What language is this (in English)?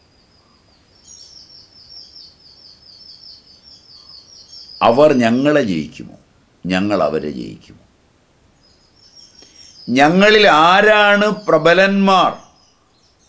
Malayalam